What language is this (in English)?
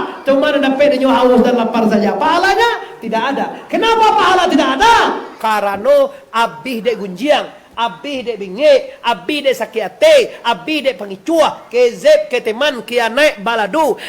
Minangkabau